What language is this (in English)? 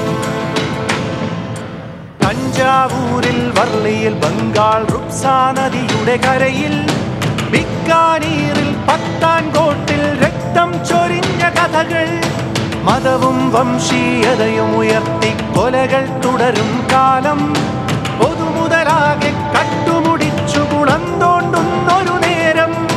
Malayalam